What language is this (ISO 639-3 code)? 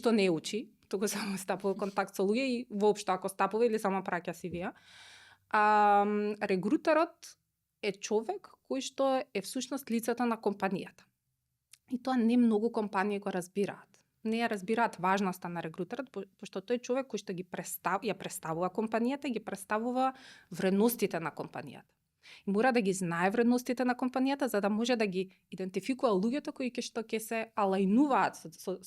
mkd